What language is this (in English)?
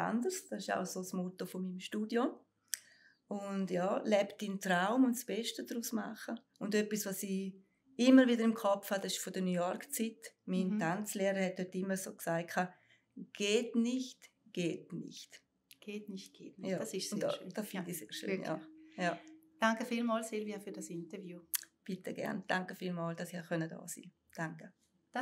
Swiss German